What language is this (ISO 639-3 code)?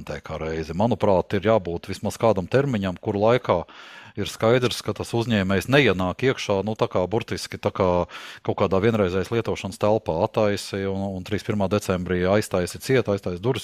lav